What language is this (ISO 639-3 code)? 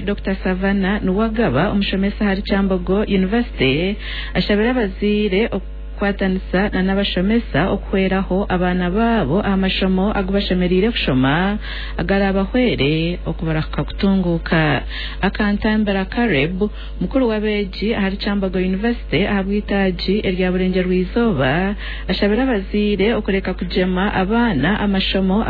nyn